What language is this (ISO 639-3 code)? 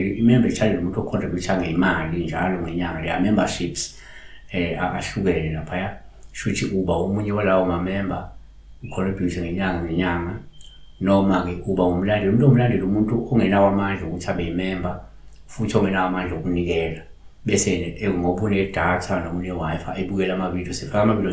zul